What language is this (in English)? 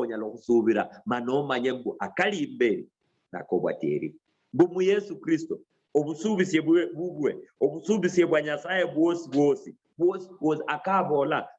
Luyia